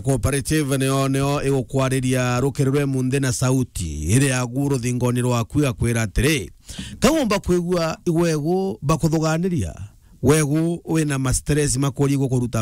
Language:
Meru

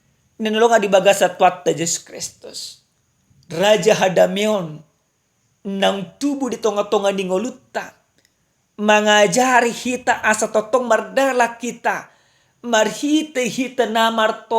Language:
Batak Toba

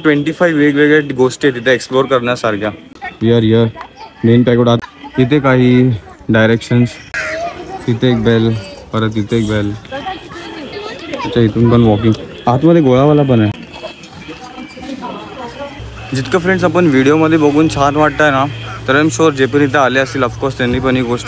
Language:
Marathi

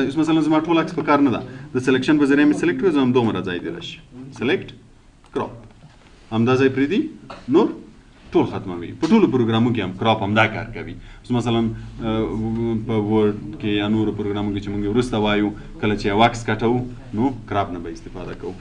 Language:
Pashto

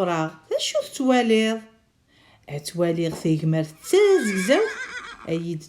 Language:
Kabyle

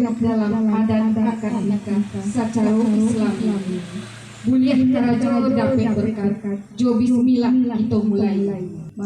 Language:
Minangkabau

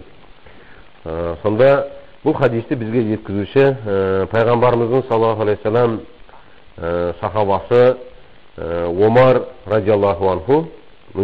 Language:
Kazakh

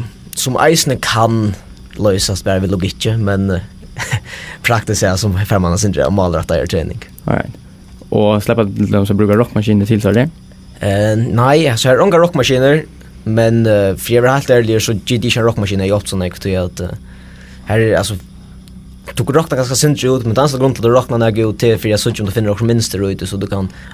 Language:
Faroese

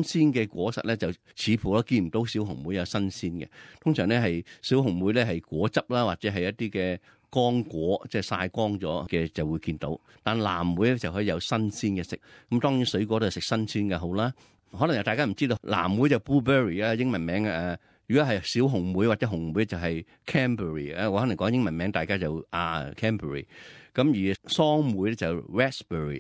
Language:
Cantonese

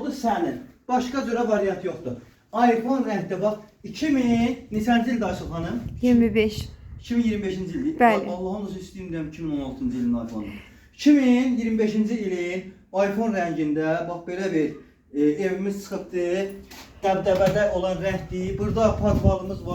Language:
Azerbaijani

